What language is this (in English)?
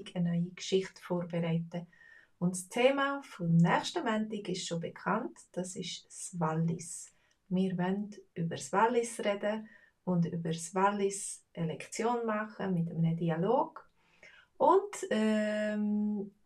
Swiss German